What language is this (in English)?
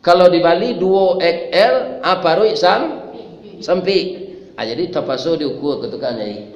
Minangkabau